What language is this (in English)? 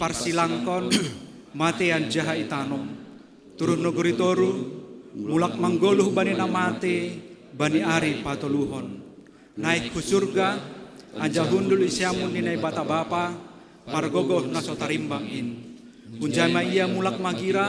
Batak Simalungun